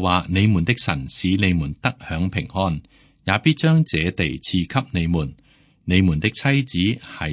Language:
Cantonese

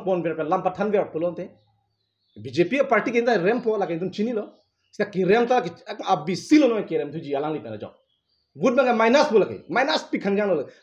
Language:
Karbi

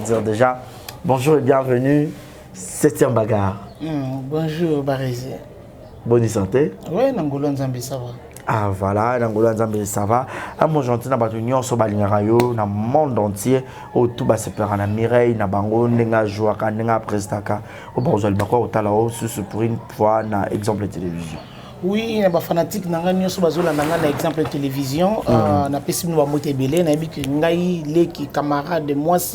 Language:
Lingala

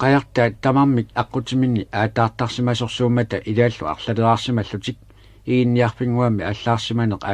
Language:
Kalaallisut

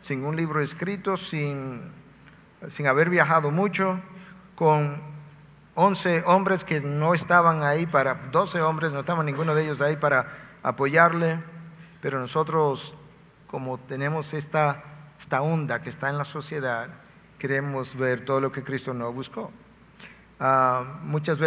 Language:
Spanish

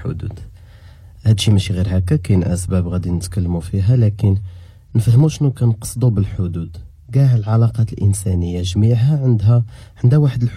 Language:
Moroccan Arabic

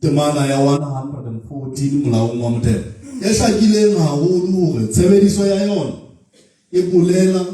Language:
Southern Sotho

